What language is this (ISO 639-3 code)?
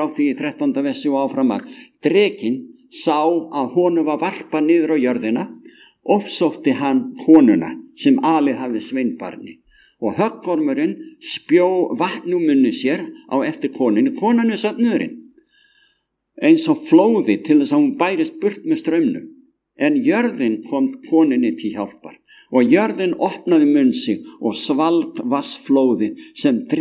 isl